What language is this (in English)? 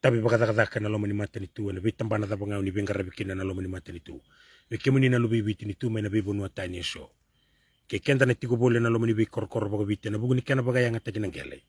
Fijian